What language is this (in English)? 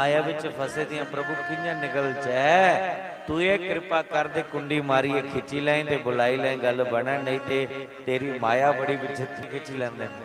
Dogri